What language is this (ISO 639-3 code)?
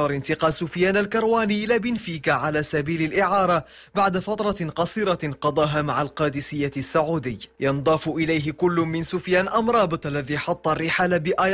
ara